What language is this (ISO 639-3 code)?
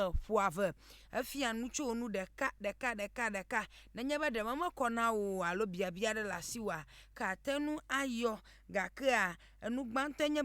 ewe